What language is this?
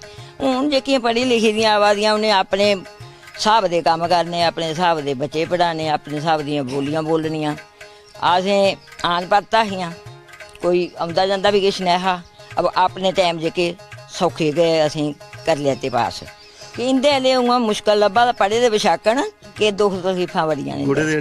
Dogri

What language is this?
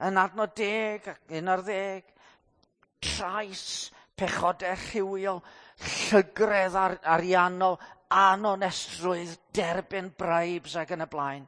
Welsh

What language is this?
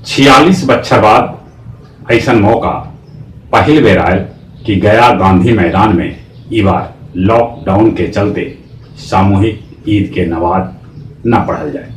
Magahi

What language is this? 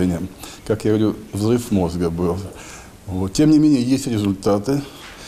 Russian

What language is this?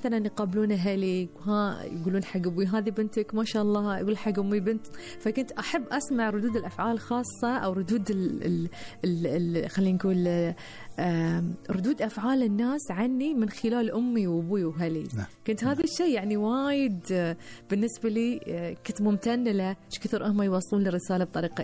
Gulf Arabic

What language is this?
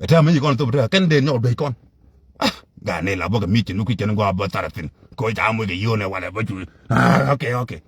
Nuer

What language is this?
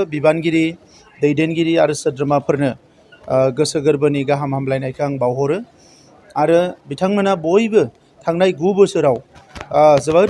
Bodo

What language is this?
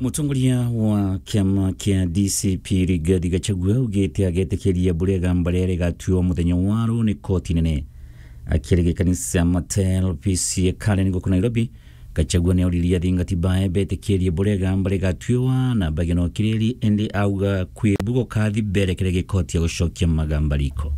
Meru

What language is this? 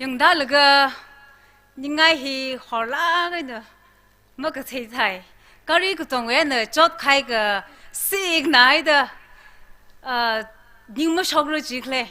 Tangkhul Naga (India)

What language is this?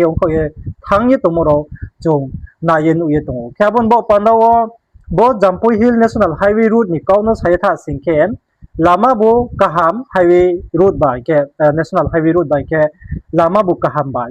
Riang (India)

